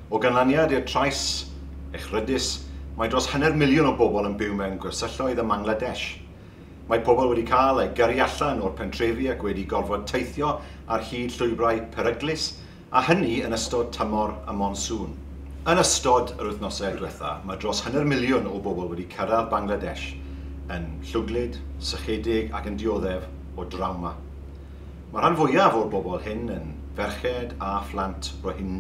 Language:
Welsh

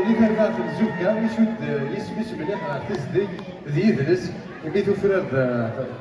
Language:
Kabyle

